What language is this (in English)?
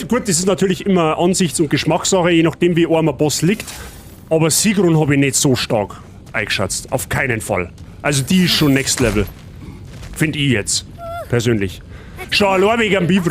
Bavarian